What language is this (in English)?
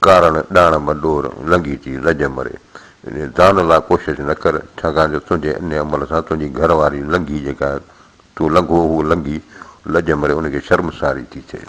Sindhi